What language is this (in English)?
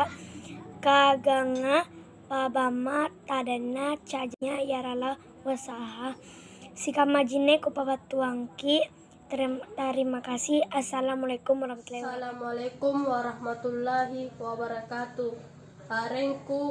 Makasar